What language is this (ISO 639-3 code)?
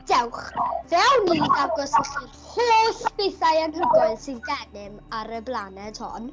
cym